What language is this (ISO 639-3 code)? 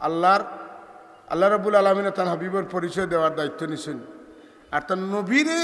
syl